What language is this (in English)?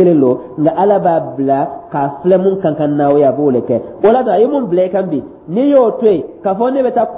Dyula